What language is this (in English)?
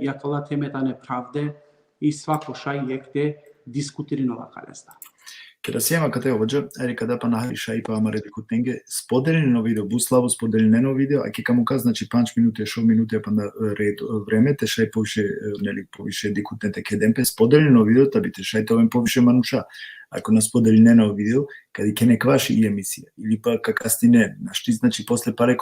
Balkan Romani